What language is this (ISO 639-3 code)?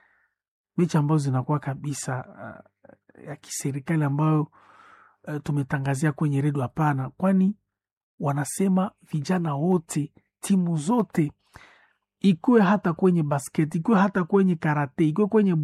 swa